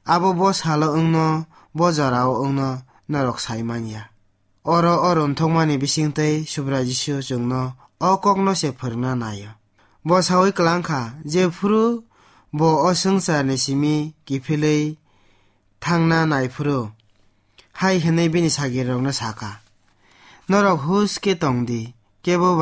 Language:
Kok Borok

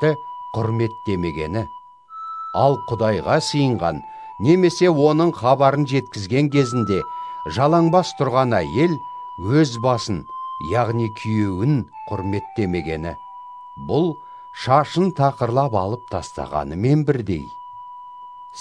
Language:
Kazakh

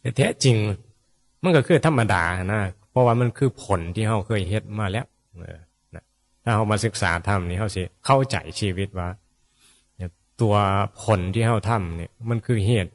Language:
Northeastern Thai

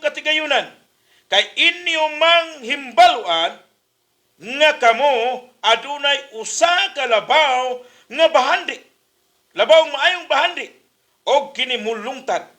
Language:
Cebuano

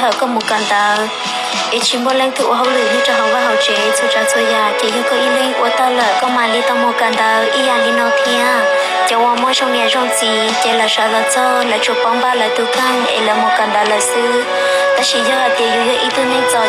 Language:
Hmong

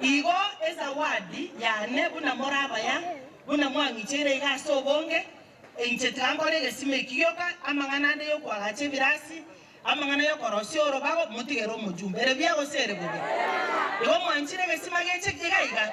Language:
Gusii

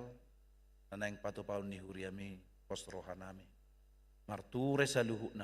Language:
Batak Toba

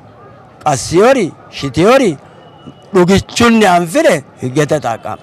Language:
Sidamo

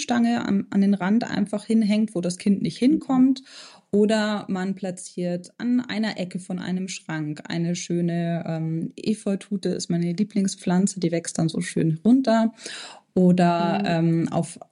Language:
German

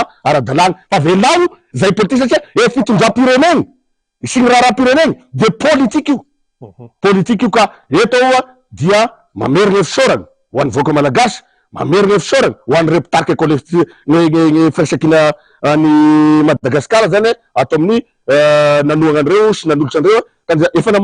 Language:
Malagasy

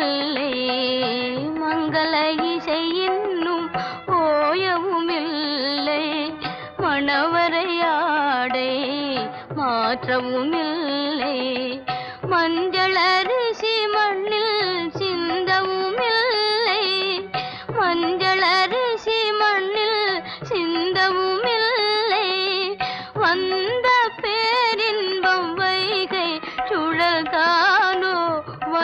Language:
Tamil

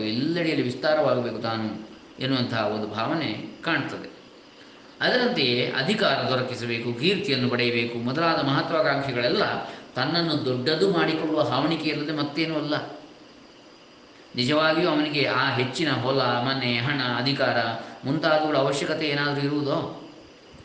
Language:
Kannada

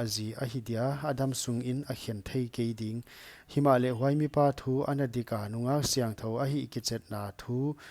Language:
Paite Chin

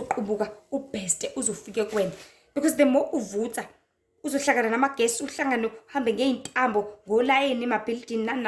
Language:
Zulu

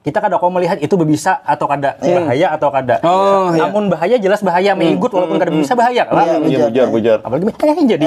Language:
Banjar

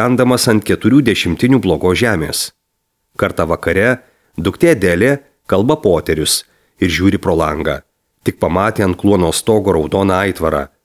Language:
Lithuanian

